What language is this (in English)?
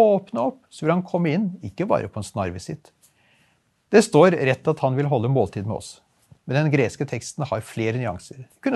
Norwegian